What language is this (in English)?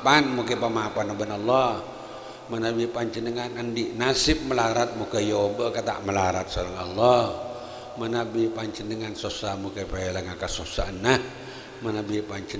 Madurese